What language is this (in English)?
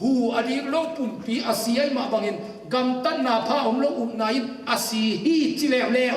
Tedim Chin